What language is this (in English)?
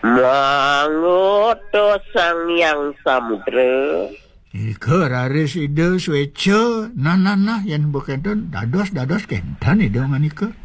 Balinese